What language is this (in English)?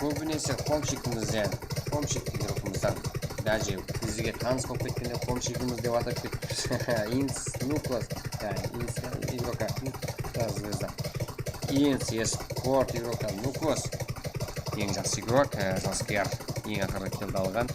Kara-Kalpak